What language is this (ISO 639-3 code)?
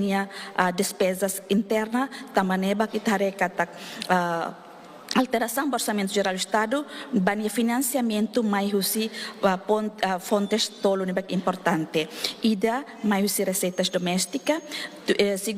tet